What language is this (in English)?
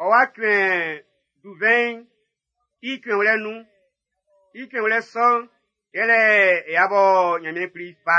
Baoulé